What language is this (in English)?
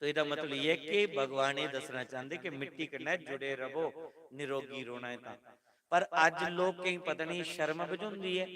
Dogri